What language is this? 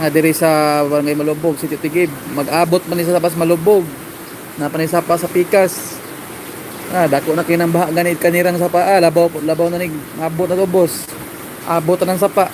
Cebuano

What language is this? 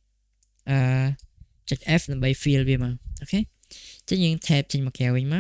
Khmer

